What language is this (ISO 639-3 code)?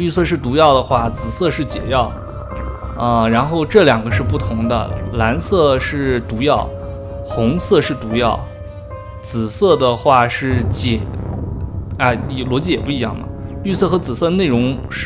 zho